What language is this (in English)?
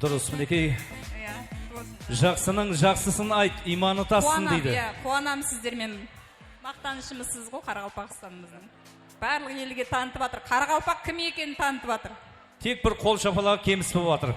Kara-Kalpak